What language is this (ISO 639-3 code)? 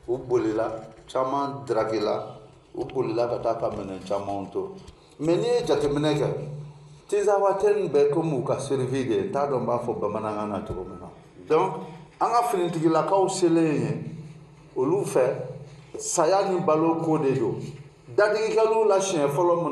bam